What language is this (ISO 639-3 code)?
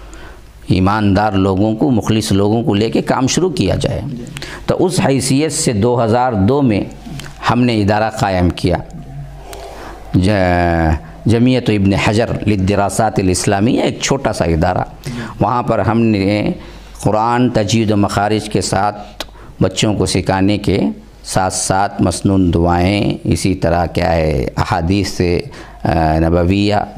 urd